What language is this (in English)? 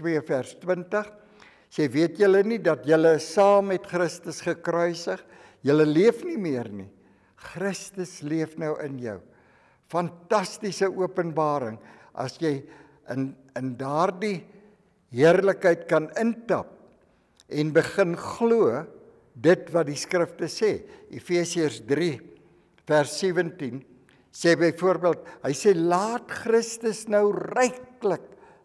Afrikaans